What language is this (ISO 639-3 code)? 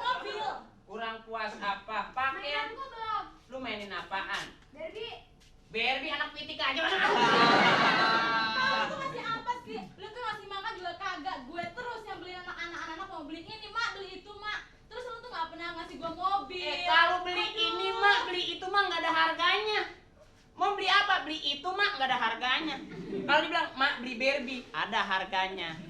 bew